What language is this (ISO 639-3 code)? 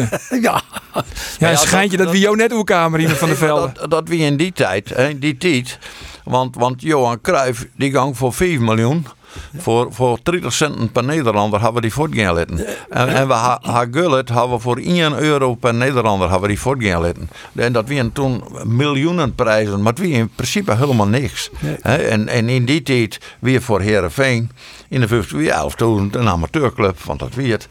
fry